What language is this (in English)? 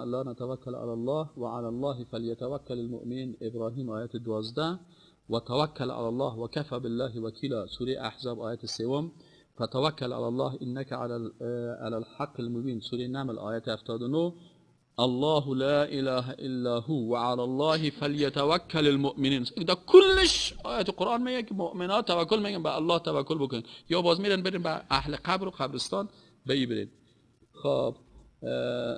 Persian